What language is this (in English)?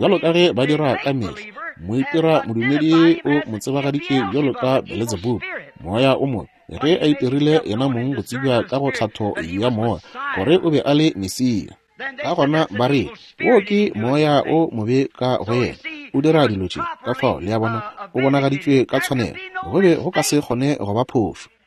Northern Sotho